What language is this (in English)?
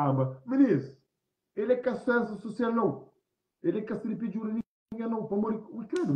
Kabuverdianu